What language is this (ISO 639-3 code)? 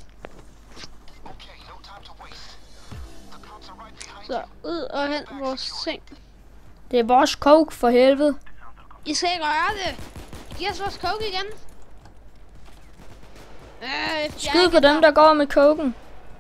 dan